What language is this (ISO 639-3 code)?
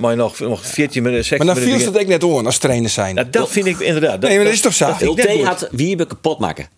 fry